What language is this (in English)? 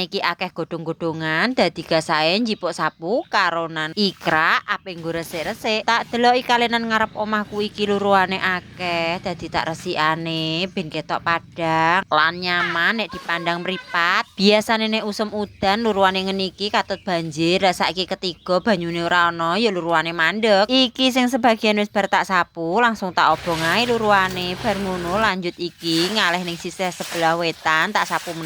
Javanese